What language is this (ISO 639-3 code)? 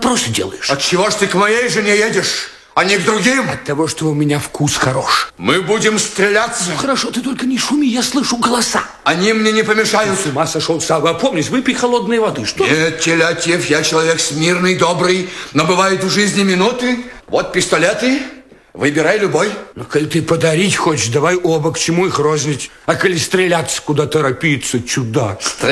rus